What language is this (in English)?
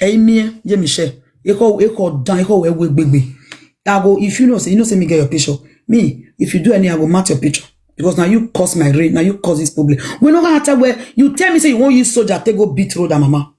Nigerian Pidgin